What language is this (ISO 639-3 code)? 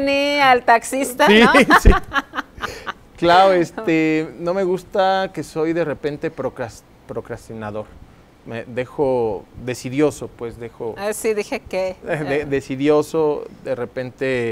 spa